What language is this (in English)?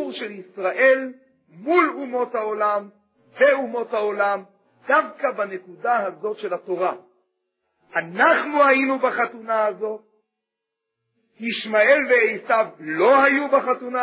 Hebrew